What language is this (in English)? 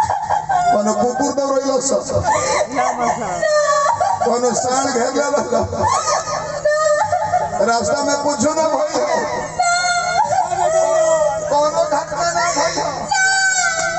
Bhojpuri